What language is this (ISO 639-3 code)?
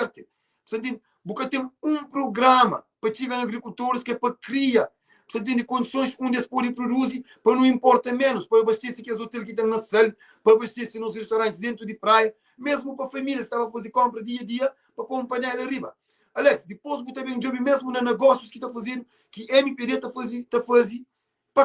kea